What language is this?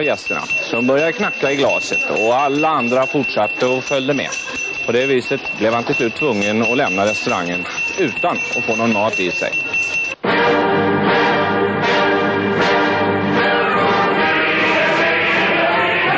Swedish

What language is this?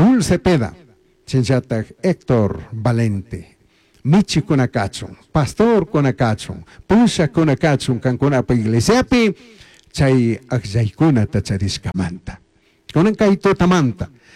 Chimborazo Highland Quichua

